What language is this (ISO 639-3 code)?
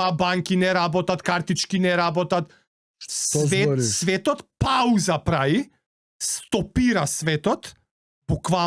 mkd